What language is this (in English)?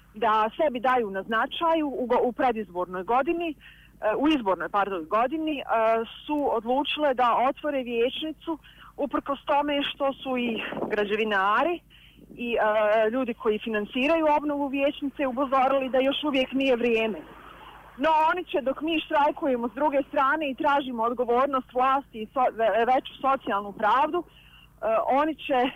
Bosnian